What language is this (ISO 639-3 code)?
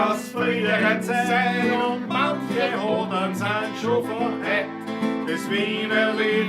bar